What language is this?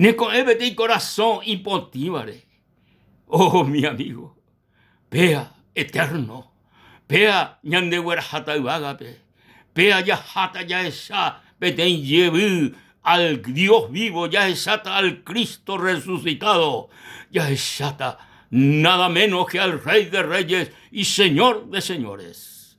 Guarani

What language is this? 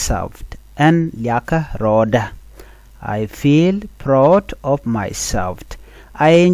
Nuer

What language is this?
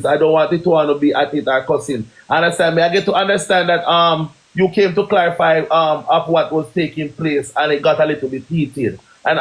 Jamaican Creole English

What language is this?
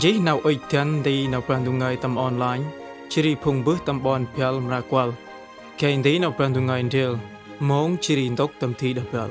Central Mnong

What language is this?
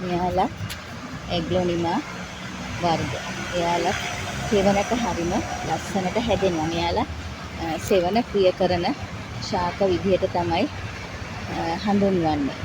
Sinhala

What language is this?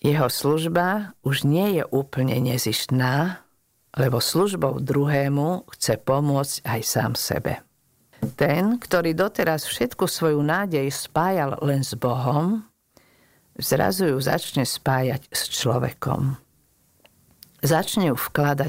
Slovak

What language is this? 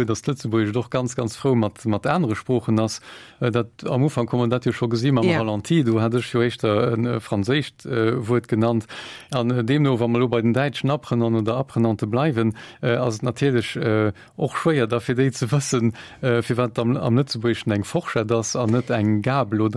Luxembourgish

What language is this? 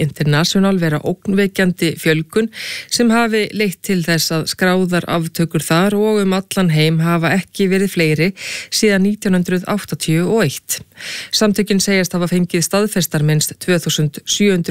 Icelandic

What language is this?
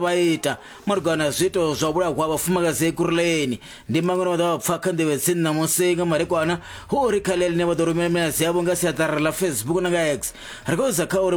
Venda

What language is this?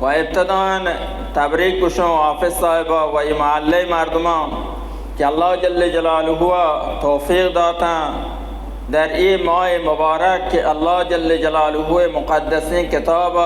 Baluchi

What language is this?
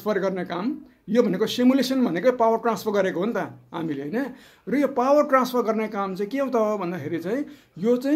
Nepali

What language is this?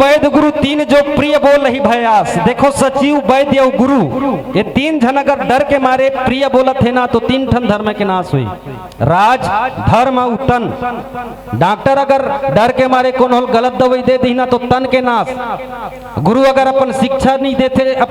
Chhattisgarhi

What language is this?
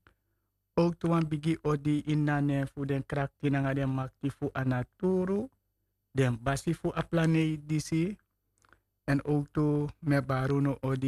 Sranan Tongo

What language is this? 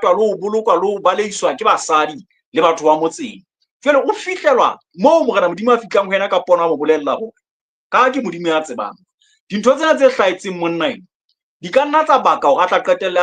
Southern Sotho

